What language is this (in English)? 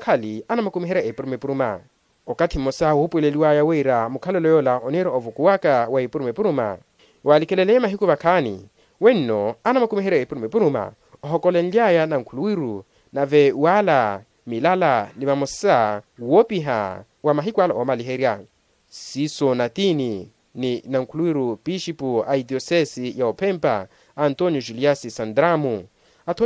Makhuwa